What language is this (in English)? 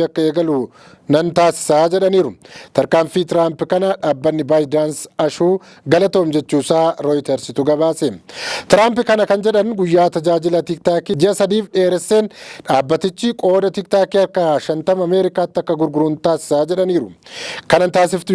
Oromo